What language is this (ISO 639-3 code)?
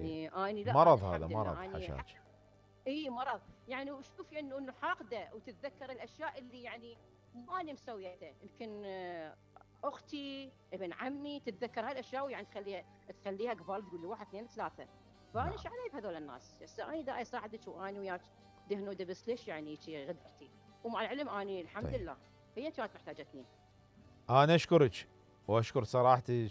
acm